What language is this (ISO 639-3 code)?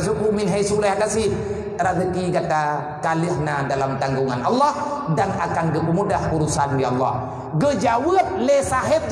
ace